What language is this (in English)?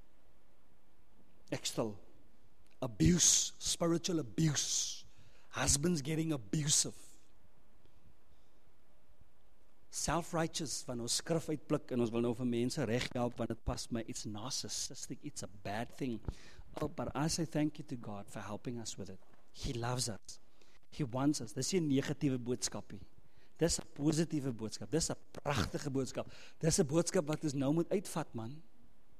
Afrikaans